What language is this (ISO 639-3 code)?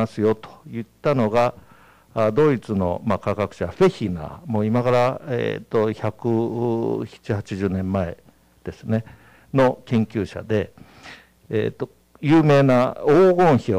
jpn